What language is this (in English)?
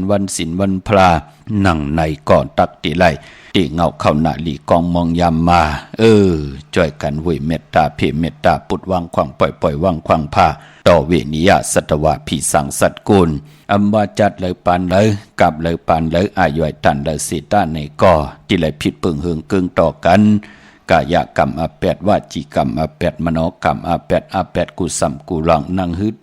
Shan